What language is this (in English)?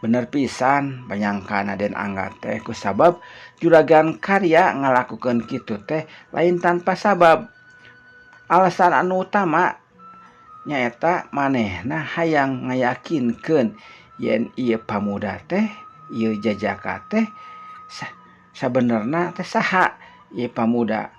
Sundanese